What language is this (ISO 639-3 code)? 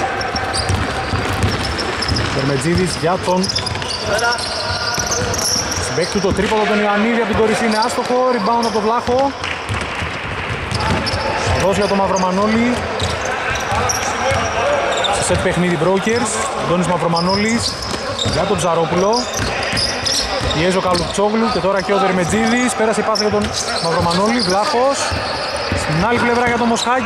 ell